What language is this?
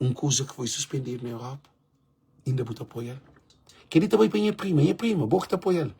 Kabuverdianu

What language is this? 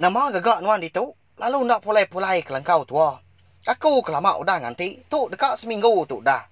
Iban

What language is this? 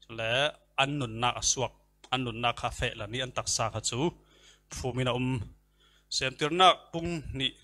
Falam Chin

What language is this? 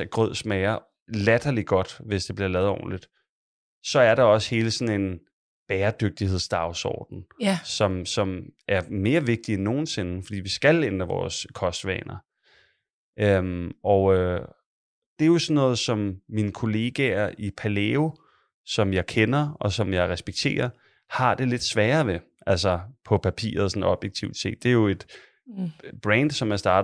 Danish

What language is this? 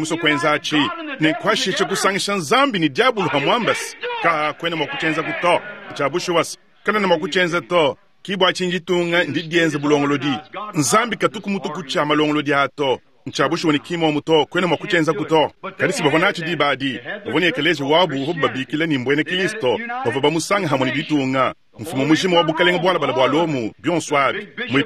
Luba-Lulua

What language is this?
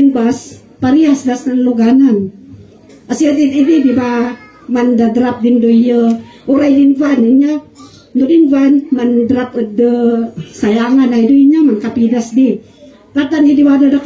Kankanaey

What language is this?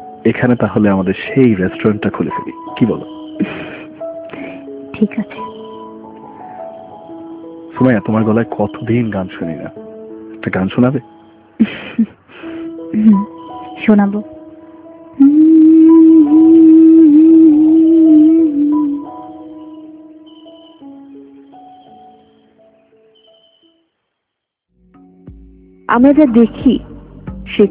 Bangla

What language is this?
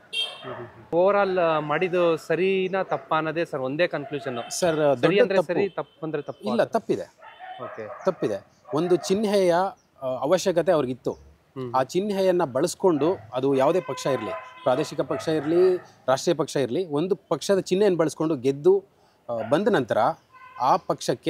Kannada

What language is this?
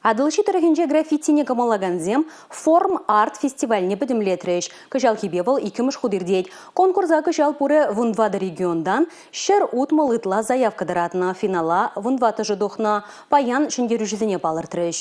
Chuvash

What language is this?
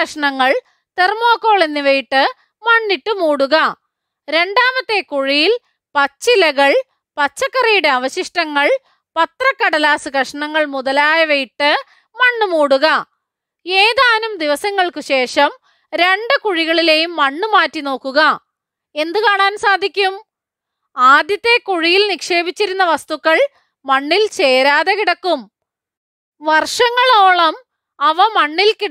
Malayalam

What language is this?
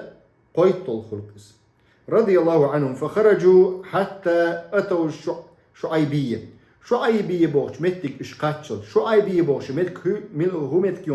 Chechen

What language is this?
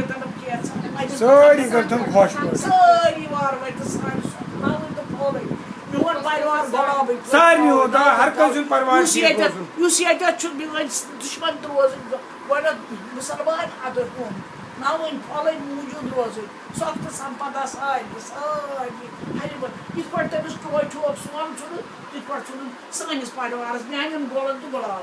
Kashmiri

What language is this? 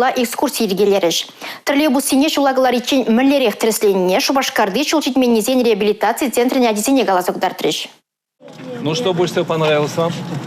Chuvash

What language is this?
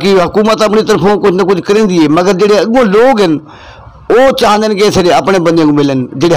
Saraiki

